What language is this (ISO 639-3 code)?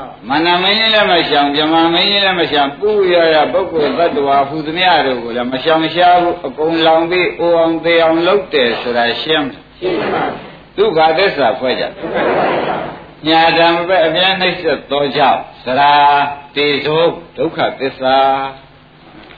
mya